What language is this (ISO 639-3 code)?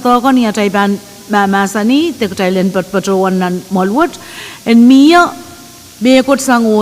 pon